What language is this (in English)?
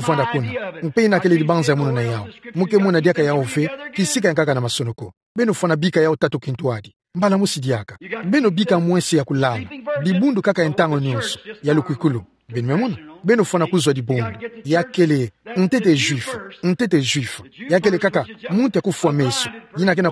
Kituba (Democratic Republic of Congo)